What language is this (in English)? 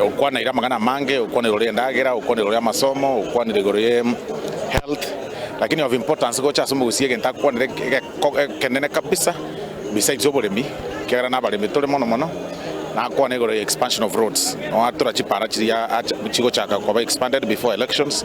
Gusii